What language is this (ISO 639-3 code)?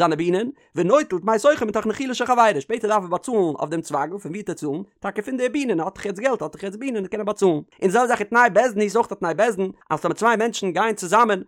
yid